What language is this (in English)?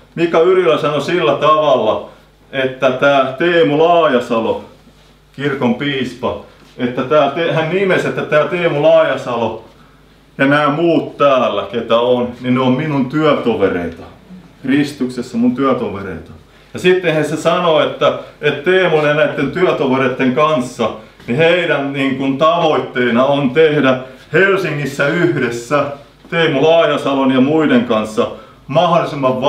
Finnish